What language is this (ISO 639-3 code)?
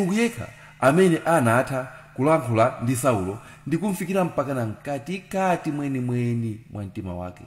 nya